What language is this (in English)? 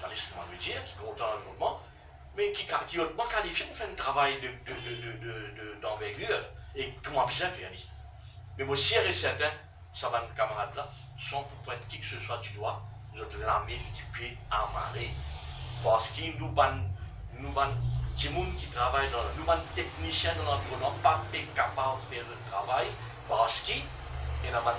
Morisyen